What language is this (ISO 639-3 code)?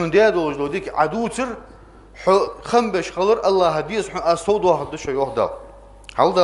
inh